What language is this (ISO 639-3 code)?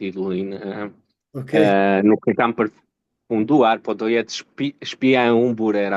sqi